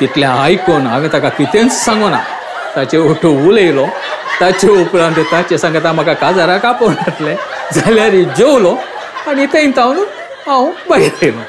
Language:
Konkani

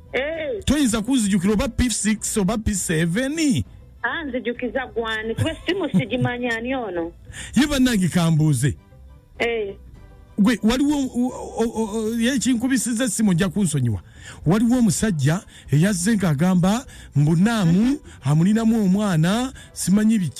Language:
Ganda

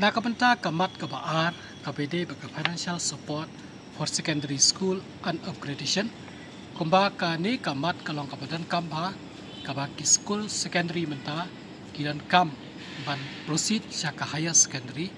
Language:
Khasi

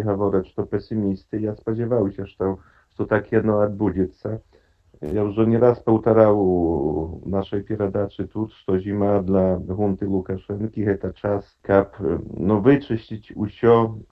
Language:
Belarusian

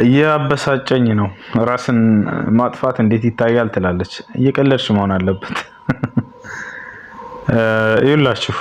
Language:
Amharic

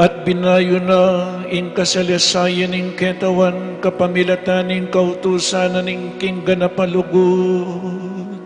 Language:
Pampanga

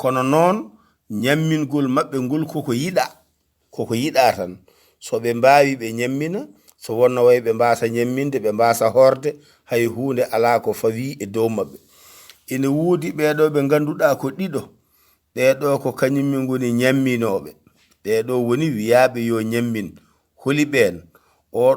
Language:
Fula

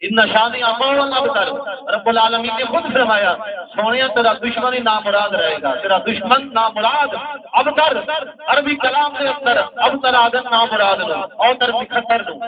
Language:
Saraiki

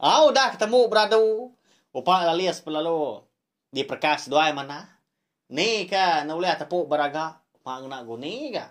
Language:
Iban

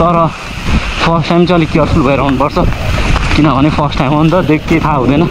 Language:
Nepali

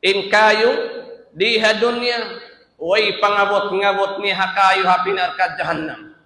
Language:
Tausug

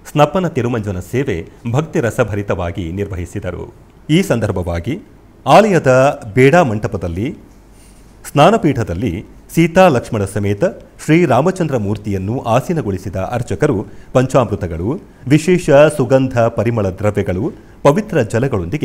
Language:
Kannada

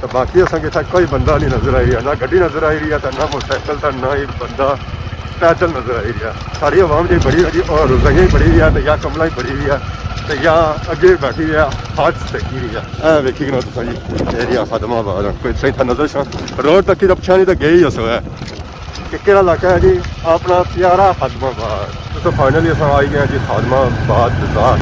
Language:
Pahari-Potwari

